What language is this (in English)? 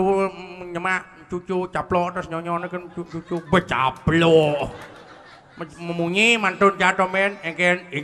Balinese